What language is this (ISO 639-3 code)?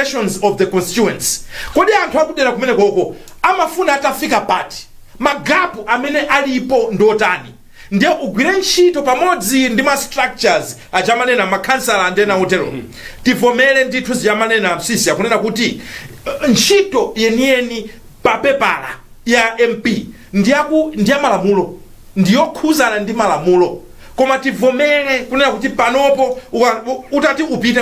nya